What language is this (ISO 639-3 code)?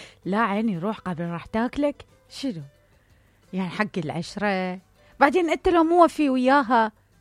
acm